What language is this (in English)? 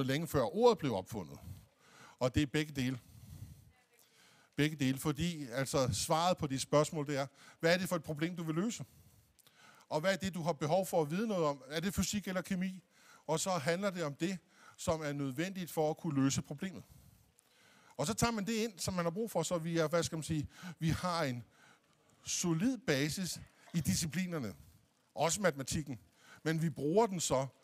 Danish